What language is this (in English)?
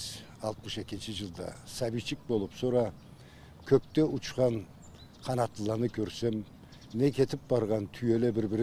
Karachay-Balkar